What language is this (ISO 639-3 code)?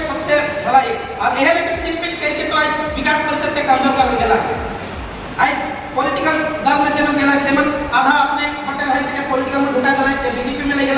sck